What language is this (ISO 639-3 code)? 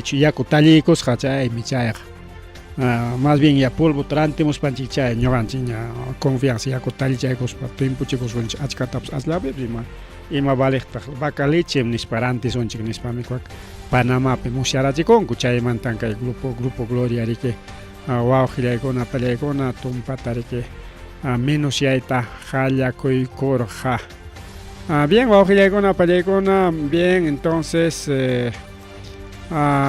quy